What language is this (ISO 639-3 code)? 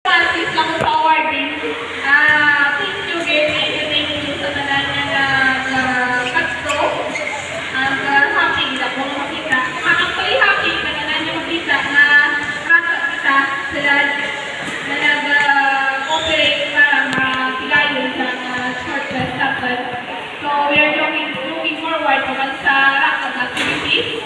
hil